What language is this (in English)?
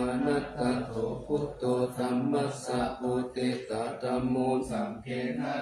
Pali